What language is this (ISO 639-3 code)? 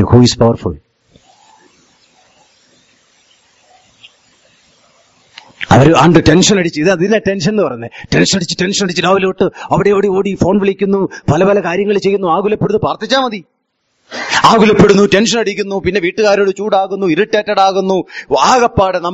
mal